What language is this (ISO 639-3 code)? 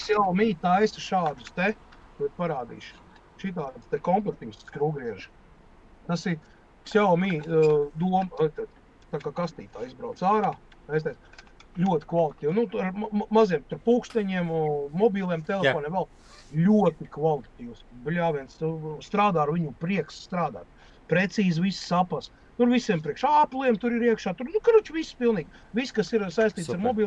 lav